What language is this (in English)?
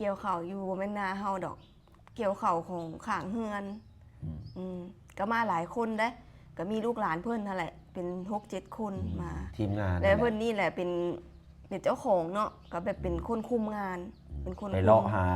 Lao